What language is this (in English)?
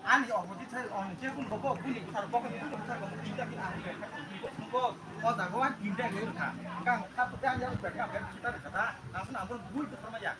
Kok Borok